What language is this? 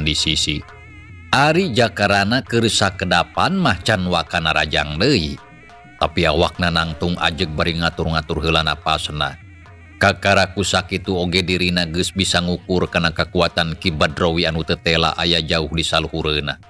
Sundanese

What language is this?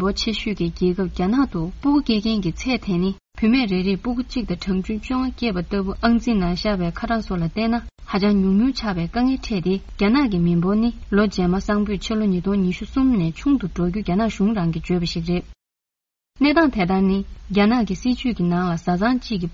Tibetan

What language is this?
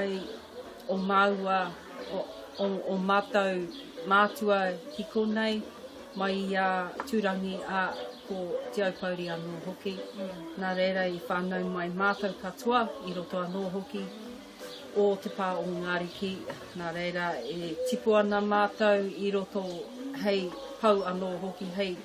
Māori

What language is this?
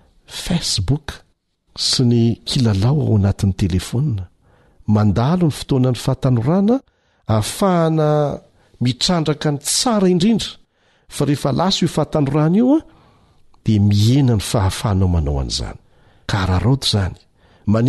Malagasy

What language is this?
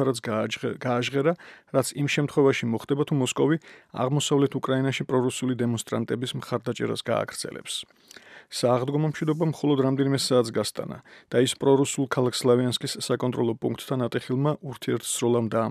Georgian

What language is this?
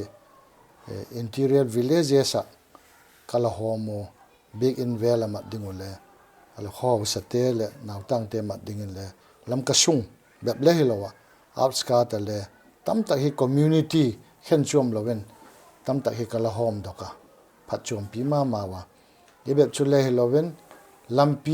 Paite Chin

